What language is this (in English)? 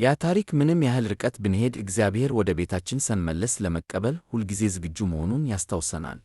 Amharic